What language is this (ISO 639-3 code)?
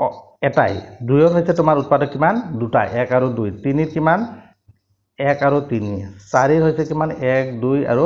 asm